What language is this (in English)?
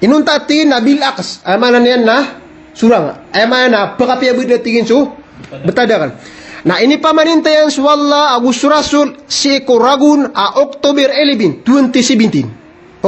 Maranao